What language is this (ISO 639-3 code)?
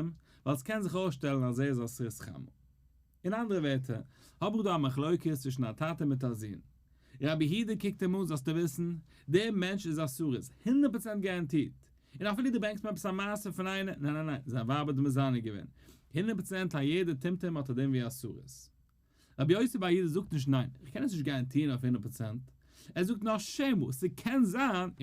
yid